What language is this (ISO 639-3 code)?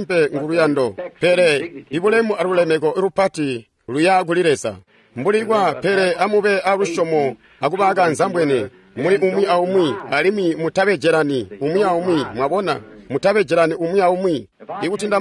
toi